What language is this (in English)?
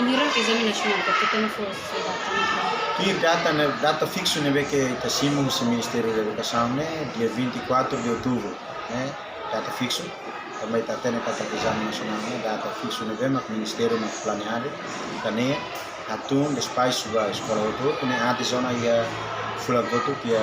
Tetum